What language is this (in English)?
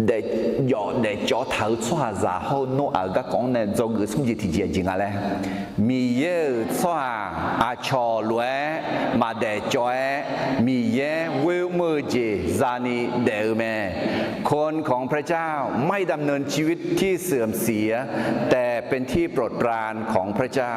Akha